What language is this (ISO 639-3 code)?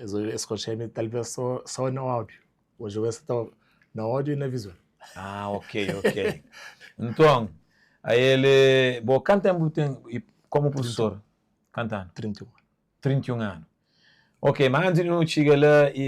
kea